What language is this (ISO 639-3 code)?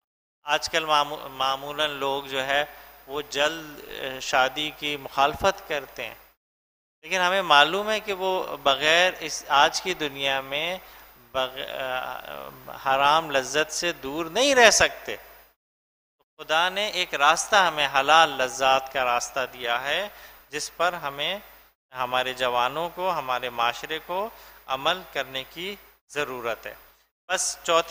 urd